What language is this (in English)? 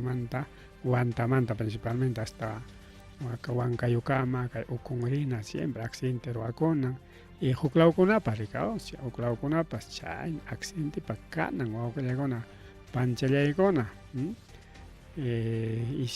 Ayacucho Quechua